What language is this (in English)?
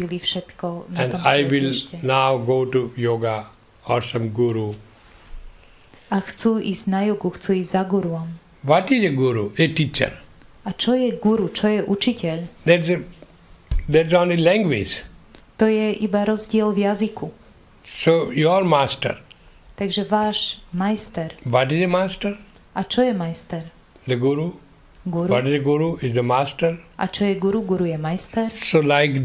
Slovak